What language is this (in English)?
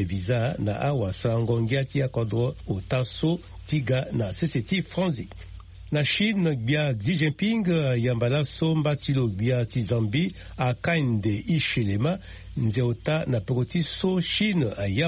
Sango